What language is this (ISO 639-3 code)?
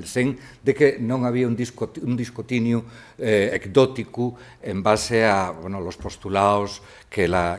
ast